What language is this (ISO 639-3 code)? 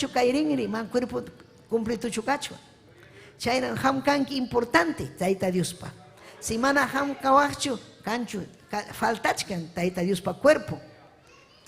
quy